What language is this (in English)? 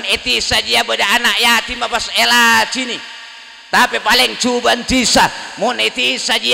Madurese